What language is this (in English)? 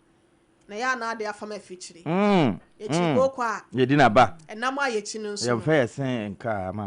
Akan